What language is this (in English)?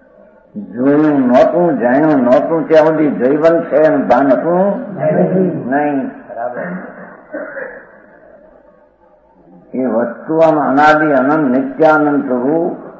Gujarati